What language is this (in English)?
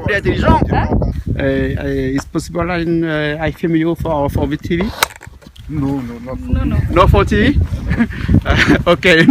Réunion Creole French